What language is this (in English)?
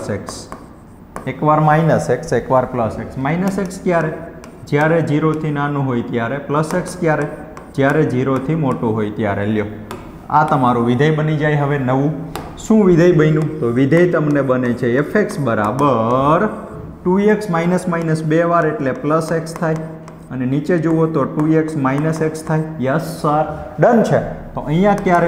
Gujarati